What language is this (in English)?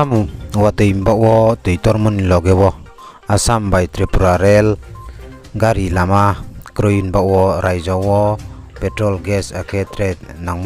Riang (India)